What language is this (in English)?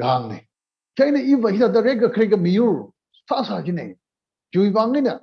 Tangkhul Naga (India)